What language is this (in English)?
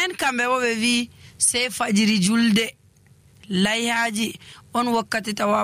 Nigerian Fulfulde